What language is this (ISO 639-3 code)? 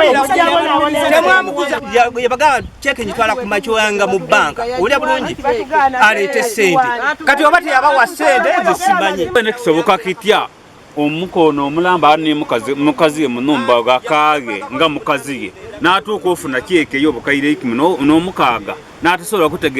lug